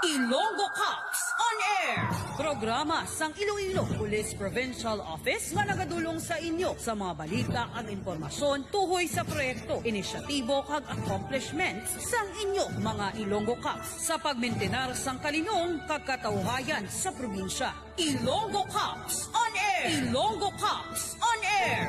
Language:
Hiligaynon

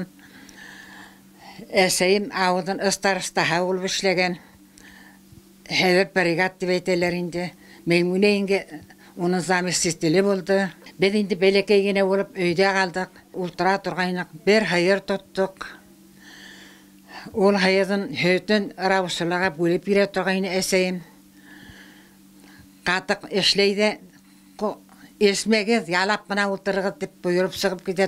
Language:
Bashkir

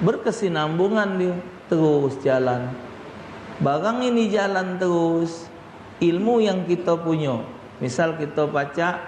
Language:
Musi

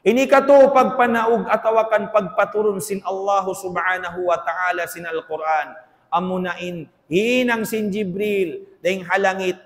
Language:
Tausug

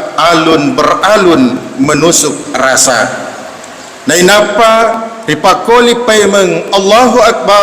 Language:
Buginese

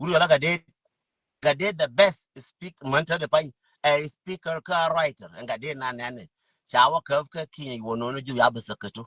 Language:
Nuer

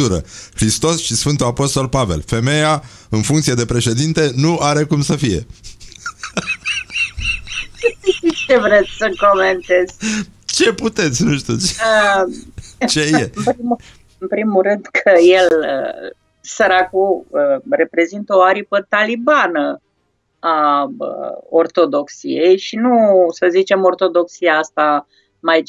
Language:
Romanian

